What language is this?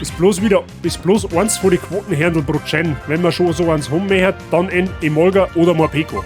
Bavarian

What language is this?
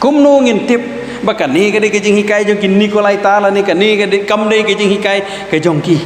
Khasi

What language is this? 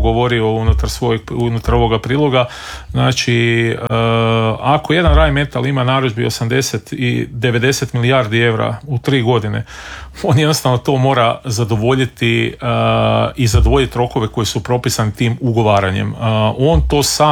Croatian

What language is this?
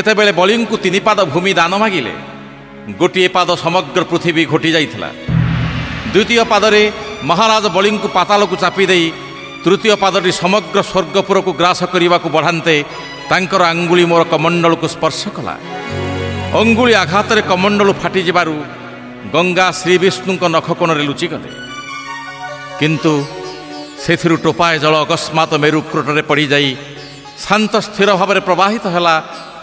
Odia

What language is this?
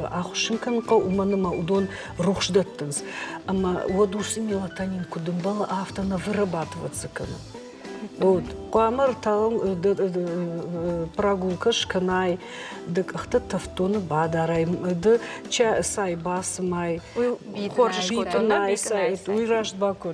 Ossetic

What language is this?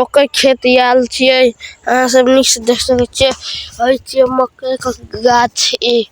Maithili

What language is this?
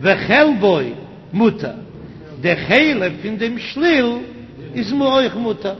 Yiddish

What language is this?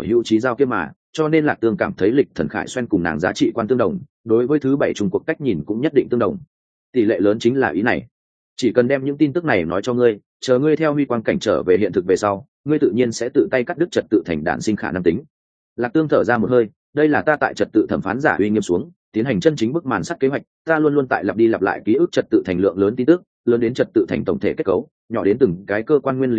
Vietnamese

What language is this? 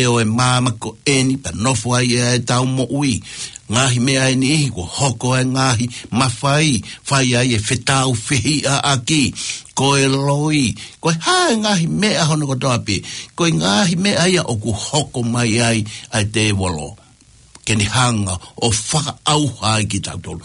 Tongan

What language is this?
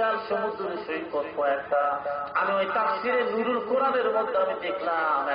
Bangla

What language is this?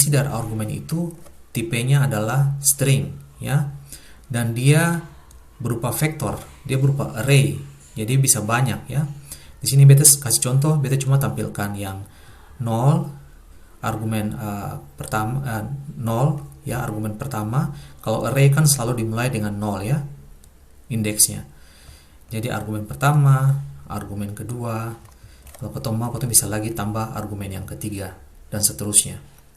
Ambonese Malay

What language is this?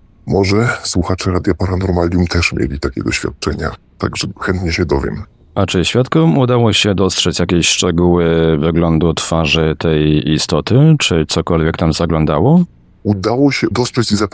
Polish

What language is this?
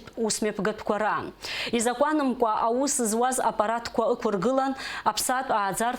Abkhazian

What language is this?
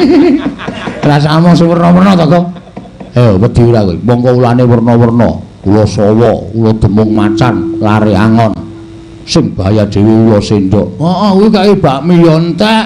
Javanese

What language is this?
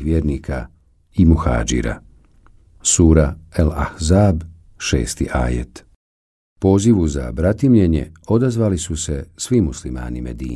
Bosnian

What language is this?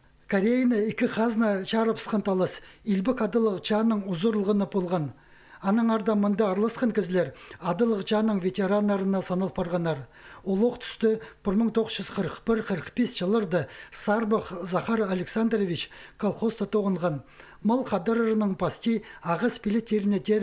Khakas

